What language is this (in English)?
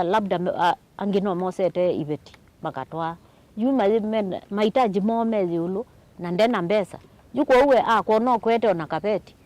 Kamba